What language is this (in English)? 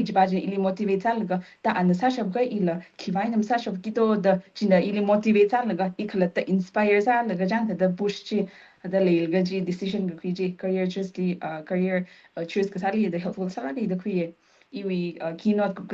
Tangkhul Naga (India)